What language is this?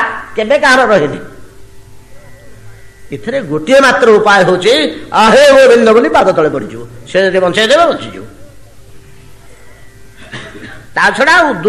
Odia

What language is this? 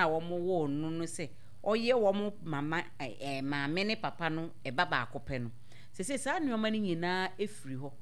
Akan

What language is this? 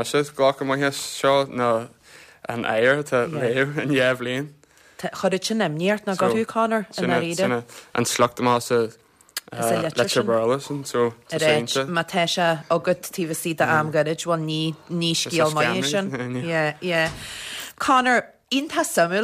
Irish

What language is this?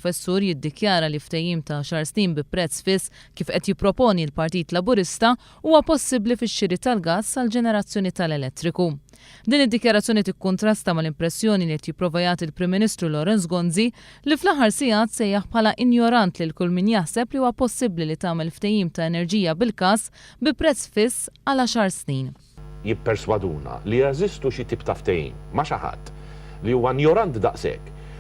Maltese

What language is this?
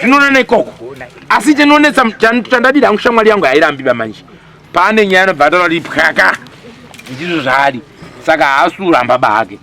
Shona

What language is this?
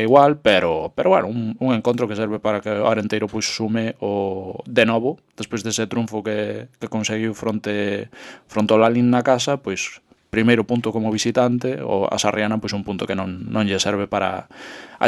Galician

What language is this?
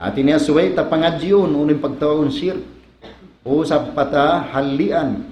Tausug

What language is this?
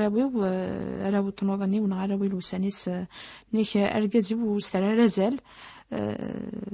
Kabyle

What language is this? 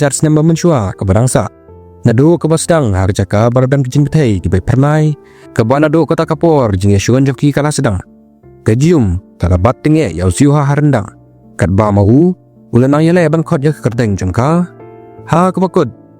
Khasi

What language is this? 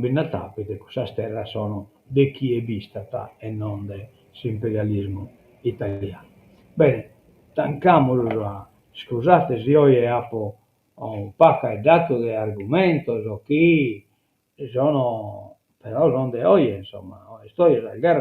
Sardinian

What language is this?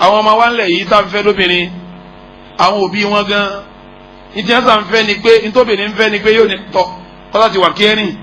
Yoruba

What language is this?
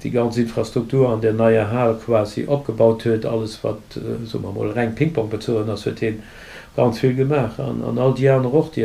Luxembourgish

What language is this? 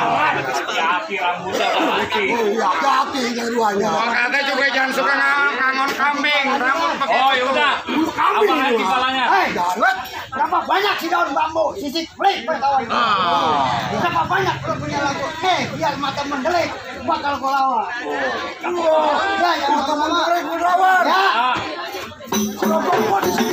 Betawi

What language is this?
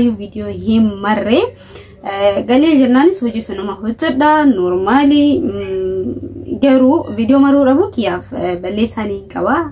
Oromo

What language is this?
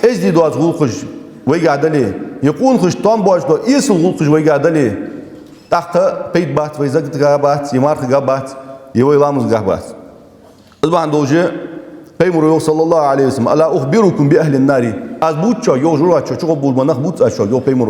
Ingush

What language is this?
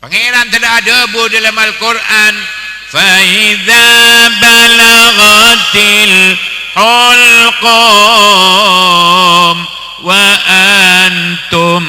Madurese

